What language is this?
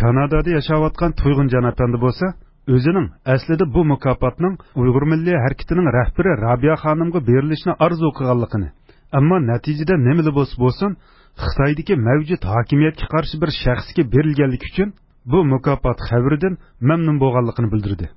Uyghur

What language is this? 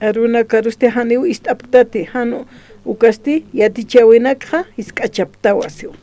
Aymara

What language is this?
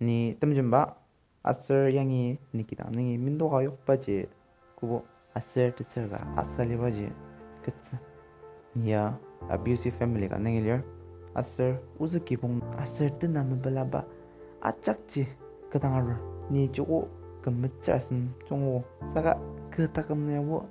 Ao Naga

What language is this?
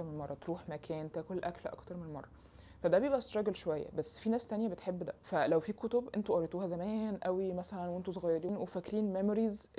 Egyptian Arabic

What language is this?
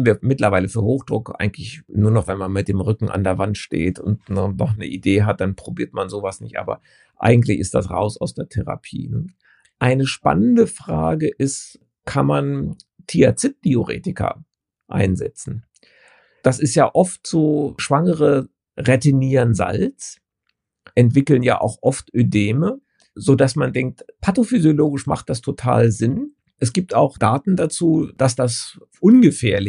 German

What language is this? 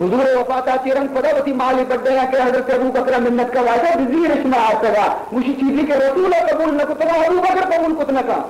Baluchi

